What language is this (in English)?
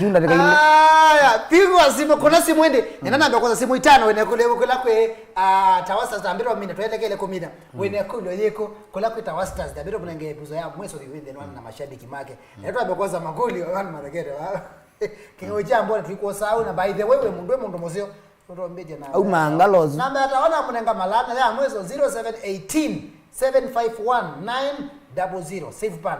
Kamba